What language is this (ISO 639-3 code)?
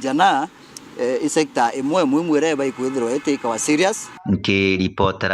mer